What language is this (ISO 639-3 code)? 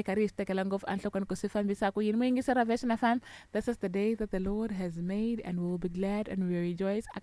tso